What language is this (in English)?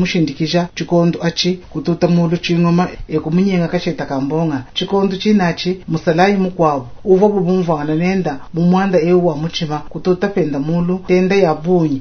Luba-Lulua